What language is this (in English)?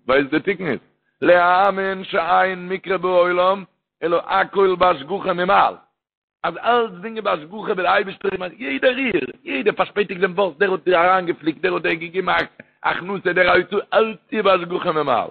Yiddish